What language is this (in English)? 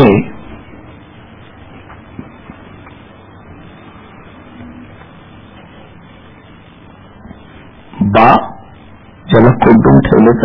Marathi